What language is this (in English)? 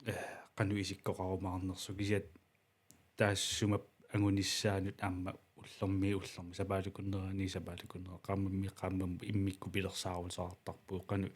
Kalaallisut